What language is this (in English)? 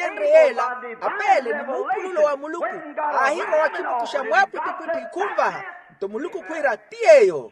Makhuwa